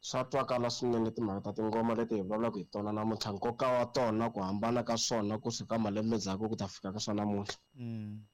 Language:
Tsonga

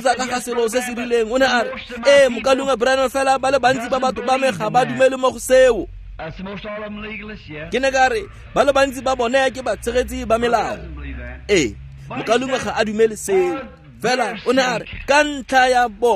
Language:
Tswana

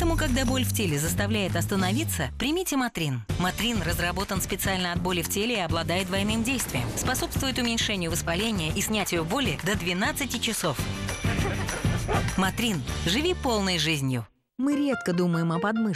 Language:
Russian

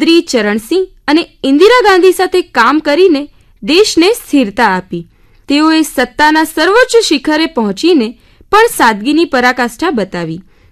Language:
Gujarati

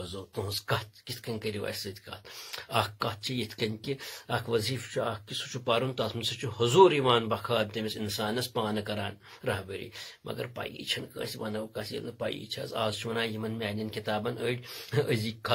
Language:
Kashmiri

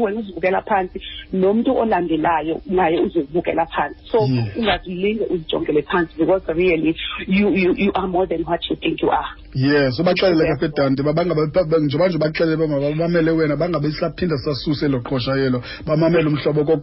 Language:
Xhosa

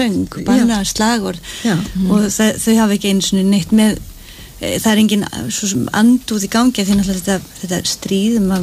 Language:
Icelandic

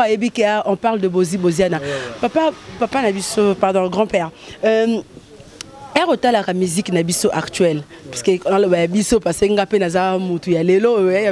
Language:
Lingala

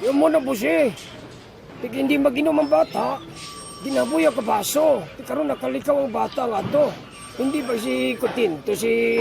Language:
Hiligaynon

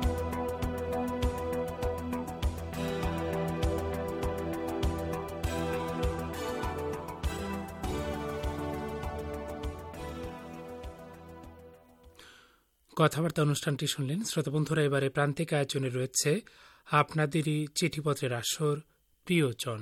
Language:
Bangla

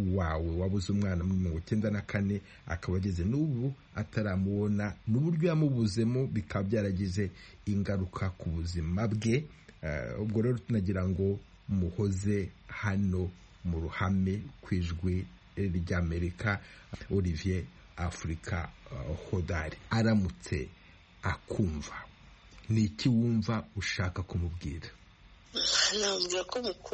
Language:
Kinyarwanda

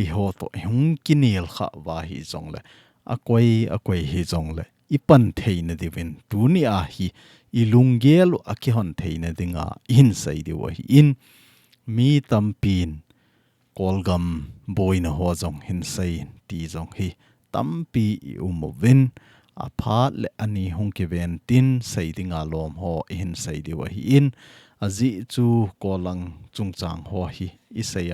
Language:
Thado Chin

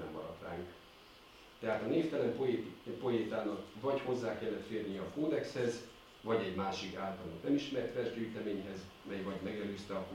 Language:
Hungarian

